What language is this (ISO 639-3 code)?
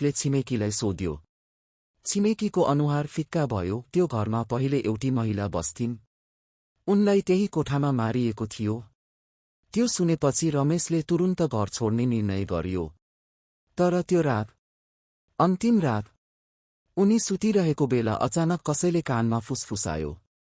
nep